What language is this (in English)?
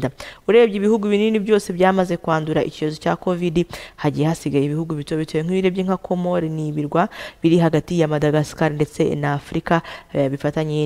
Kinyarwanda